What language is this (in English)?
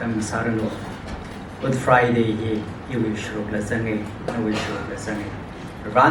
Tangkhul Naga (India)